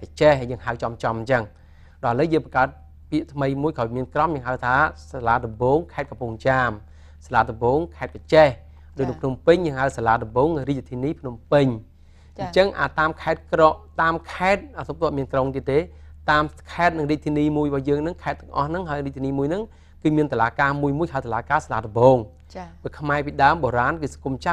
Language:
Khmer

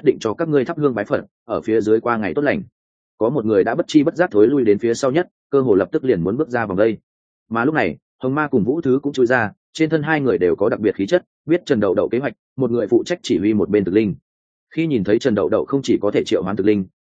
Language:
Vietnamese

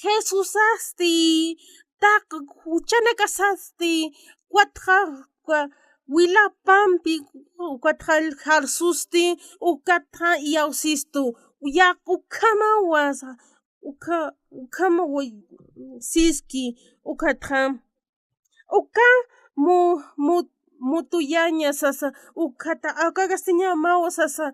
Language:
Aymara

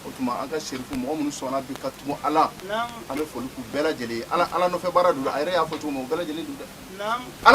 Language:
Bambara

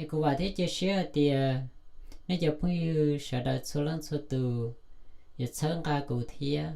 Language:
Hmong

